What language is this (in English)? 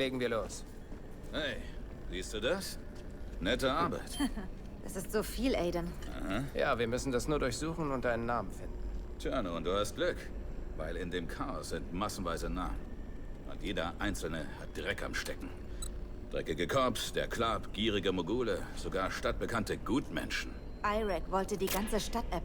Bavarian